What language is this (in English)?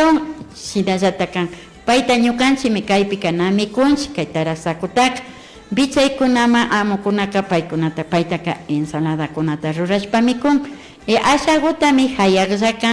Imbabura Highland Quichua